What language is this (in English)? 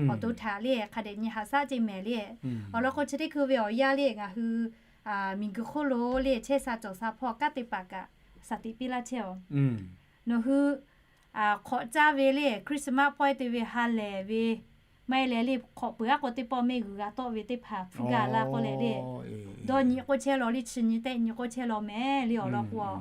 Lahu